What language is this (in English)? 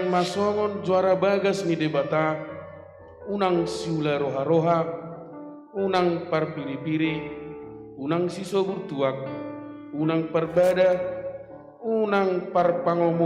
Batak Toba